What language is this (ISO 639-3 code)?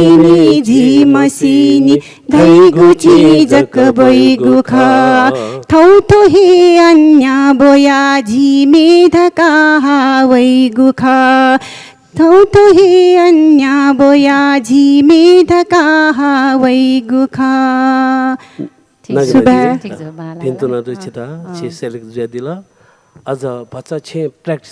new